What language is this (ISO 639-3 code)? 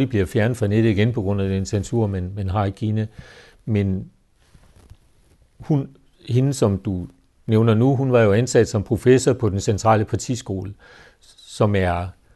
dan